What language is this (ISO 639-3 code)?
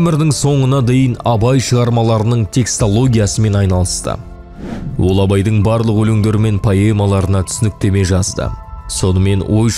kaz